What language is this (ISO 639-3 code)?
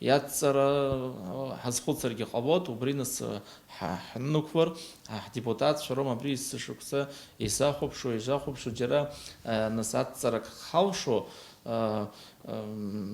abk